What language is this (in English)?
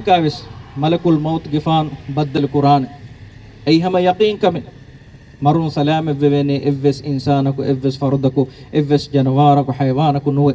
Divehi